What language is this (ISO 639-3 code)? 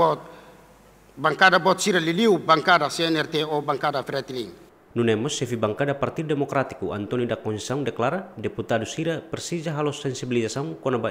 tet